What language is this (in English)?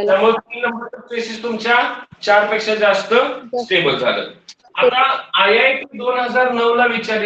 Marathi